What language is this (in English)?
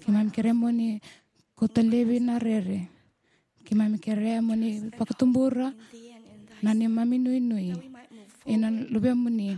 Fijian